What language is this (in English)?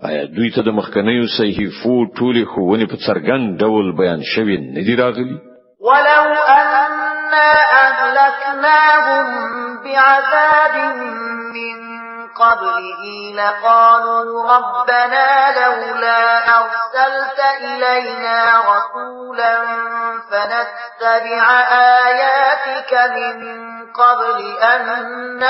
Pashto